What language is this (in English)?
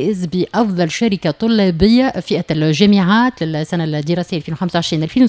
Tunisian Arabic